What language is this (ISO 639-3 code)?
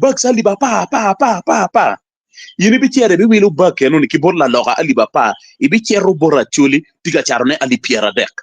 ach